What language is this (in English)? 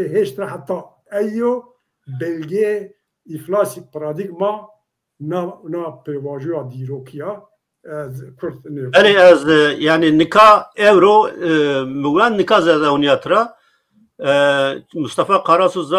Zaza